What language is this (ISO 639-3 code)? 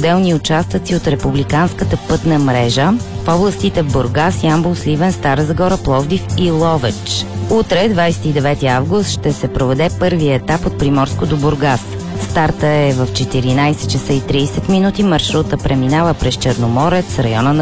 bul